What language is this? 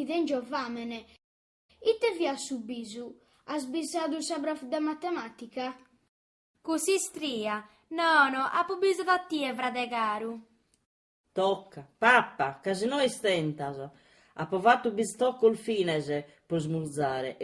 Sardinian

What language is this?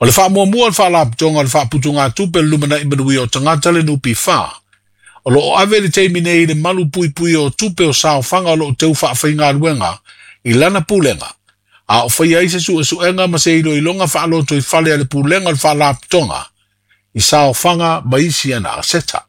Samoan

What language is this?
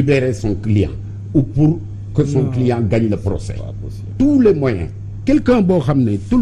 Wolof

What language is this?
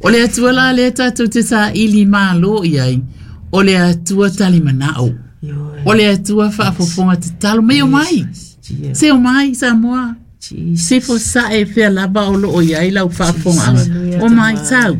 Samoan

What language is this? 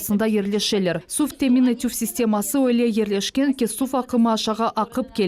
Crimean Tatar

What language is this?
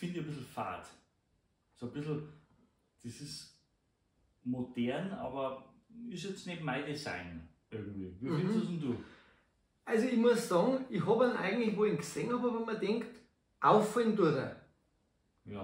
Bavarian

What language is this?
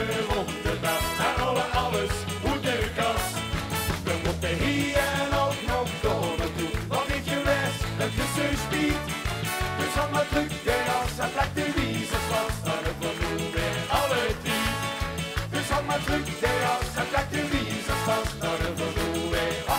Limburgish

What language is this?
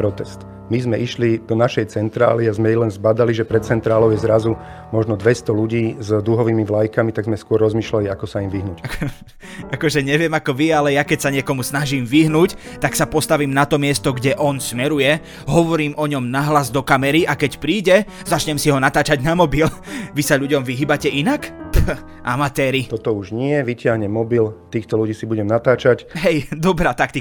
Slovak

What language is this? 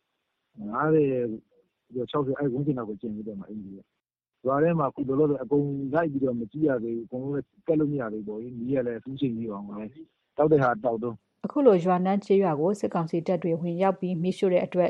Burmese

